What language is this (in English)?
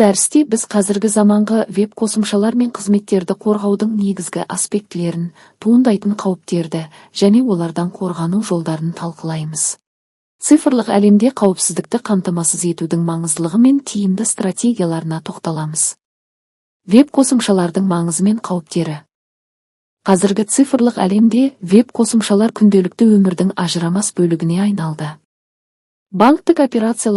Kazakh